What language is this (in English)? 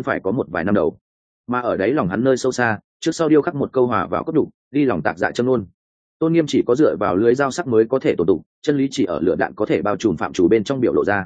Vietnamese